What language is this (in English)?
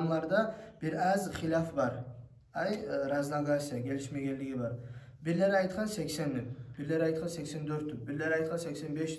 Kumyk